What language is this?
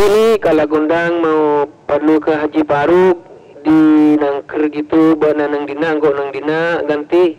Madurese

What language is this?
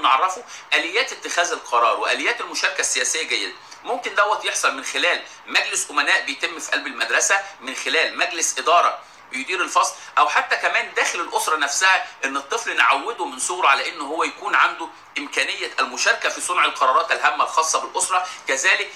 Egyptian Arabic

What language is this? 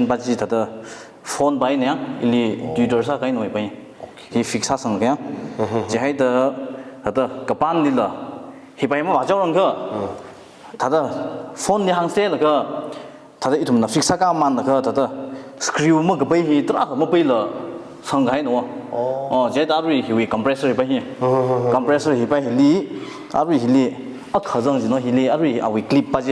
Tangkhul Naga (India)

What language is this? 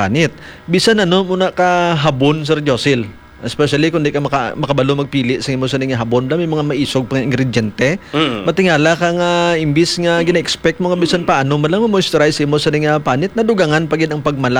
Hiligaynon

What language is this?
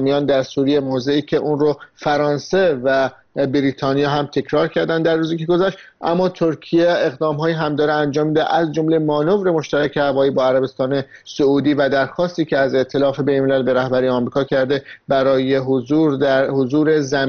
Persian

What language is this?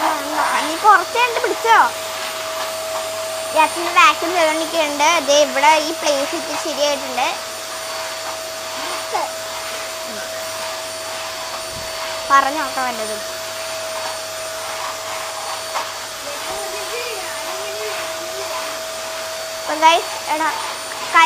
Malayalam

